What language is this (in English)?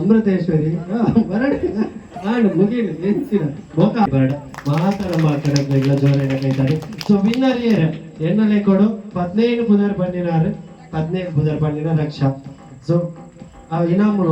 Tulu